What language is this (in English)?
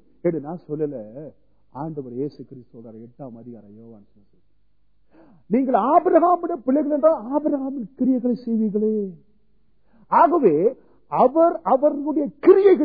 Tamil